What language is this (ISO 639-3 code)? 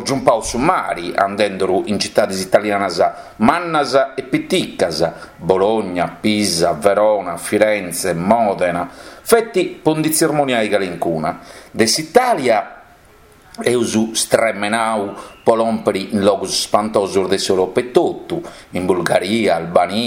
srd